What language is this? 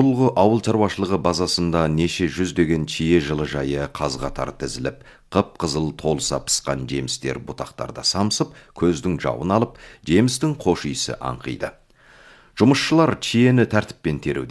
Kazakh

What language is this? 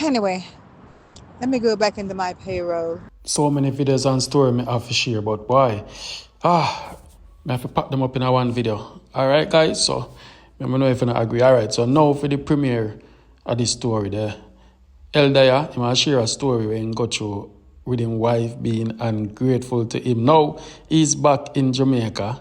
Jamaican Creole English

